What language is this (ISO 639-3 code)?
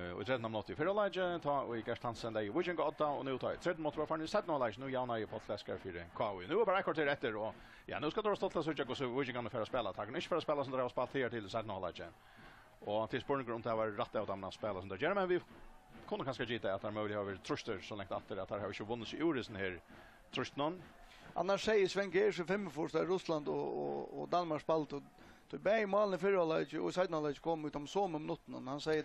fao